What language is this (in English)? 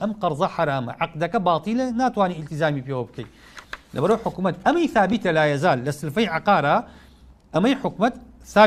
Central Kurdish